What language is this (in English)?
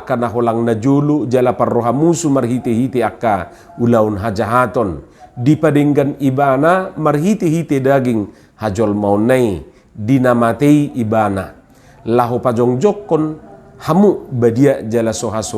Batak Toba